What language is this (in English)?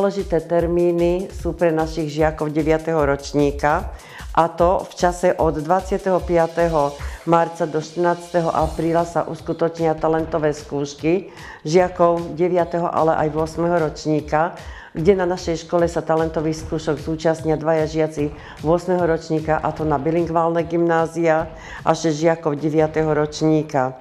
Slovak